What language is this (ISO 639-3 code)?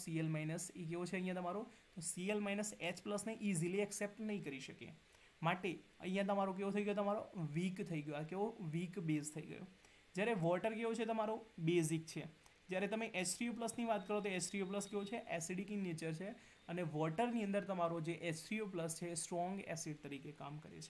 guj